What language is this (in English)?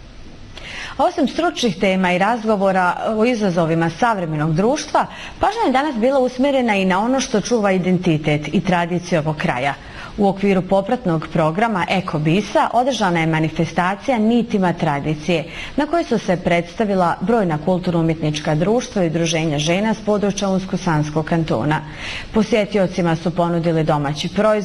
Bosnian